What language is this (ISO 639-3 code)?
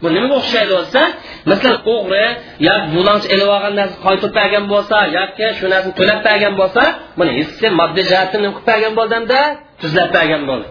uig